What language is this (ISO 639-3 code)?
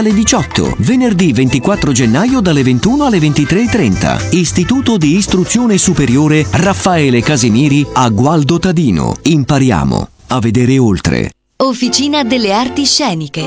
ita